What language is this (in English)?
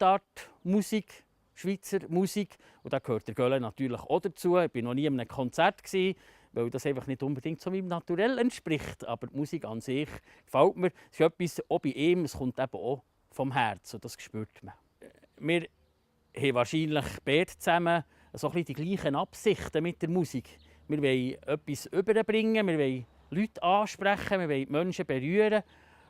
Swiss German